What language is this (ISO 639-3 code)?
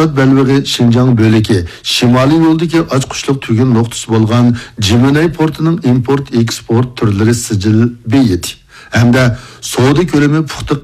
uig